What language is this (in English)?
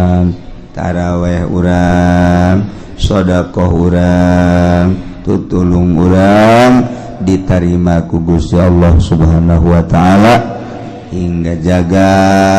Sundanese